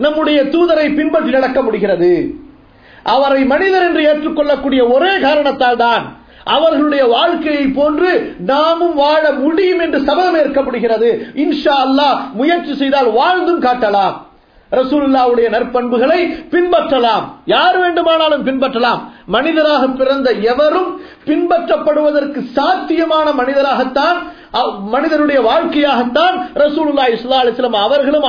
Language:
Tamil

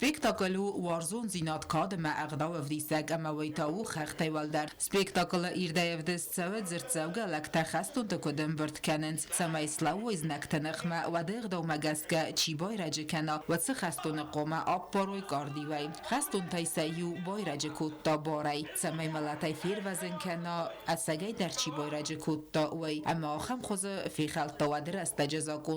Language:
Ossetic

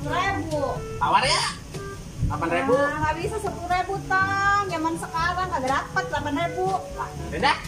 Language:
Betawi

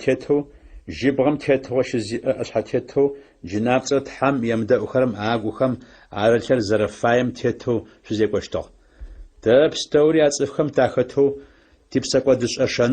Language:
Adyghe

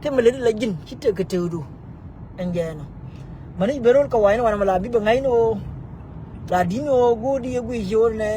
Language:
Nuer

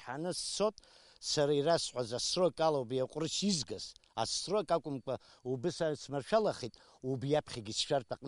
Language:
Abkhazian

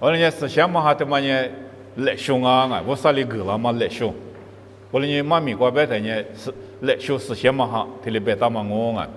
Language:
Lisu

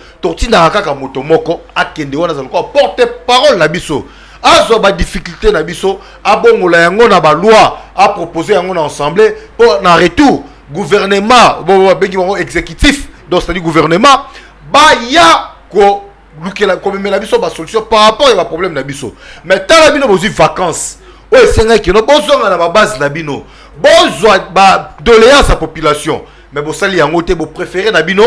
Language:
Lingala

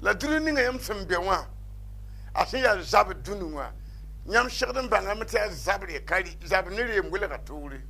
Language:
Mossi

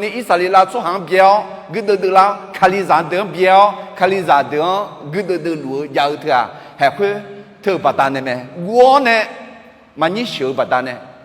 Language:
Akha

